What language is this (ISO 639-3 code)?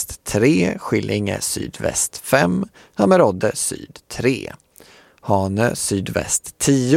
swe